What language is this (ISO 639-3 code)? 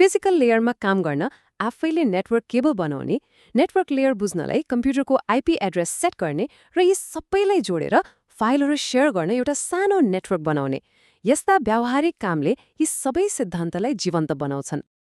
nep